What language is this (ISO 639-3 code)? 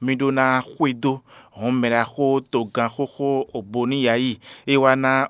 fon